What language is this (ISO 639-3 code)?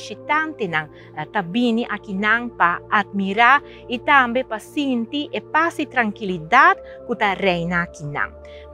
pap